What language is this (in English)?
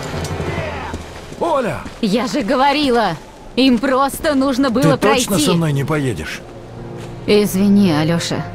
Russian